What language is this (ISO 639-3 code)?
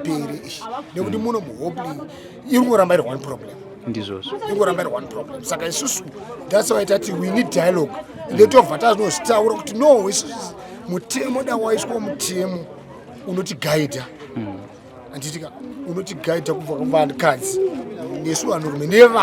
sna